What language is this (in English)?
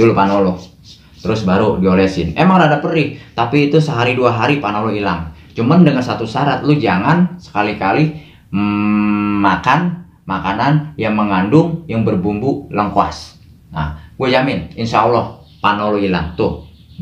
Betawi